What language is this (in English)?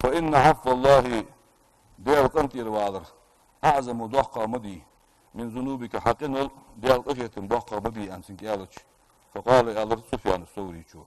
Ingush